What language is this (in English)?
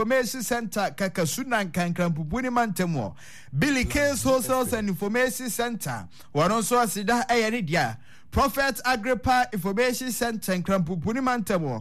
Akan